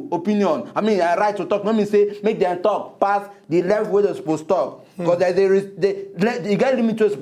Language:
Nigerian Pidgin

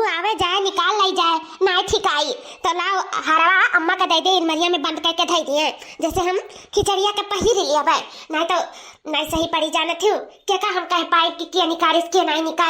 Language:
Awadhi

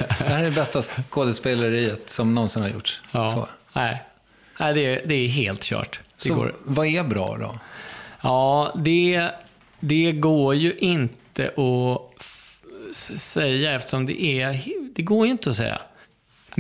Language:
Swedish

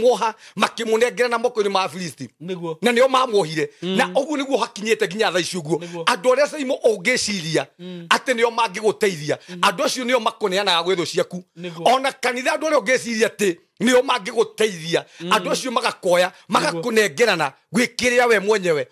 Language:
Kikuyu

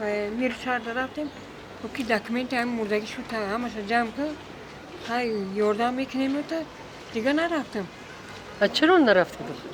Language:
Tajik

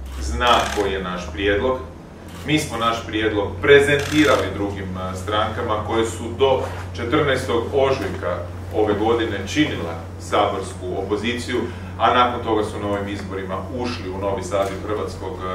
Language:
Croatian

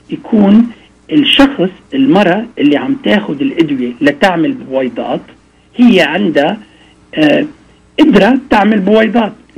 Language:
North Levantine Arabic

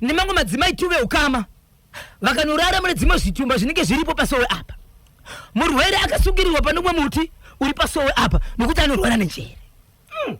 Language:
Shona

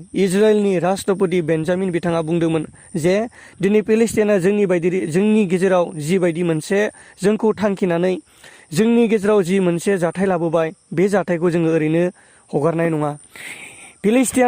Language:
Bodo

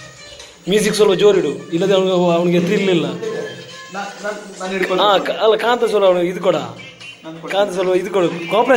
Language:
Kannada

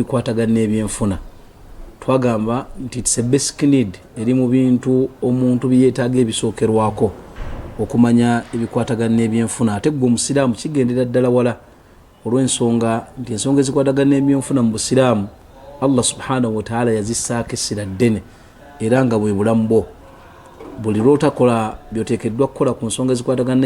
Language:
Ganda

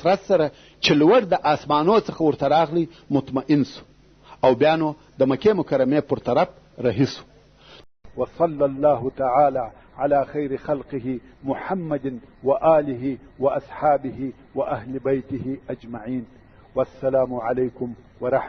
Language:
Pashto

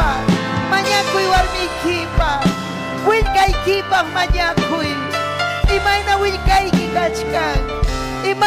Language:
Ayacucho Quechua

